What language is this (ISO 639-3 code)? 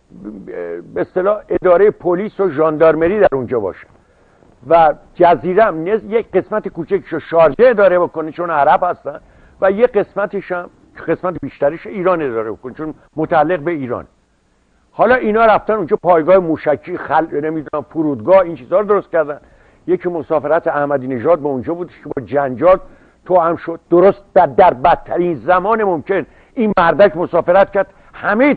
fas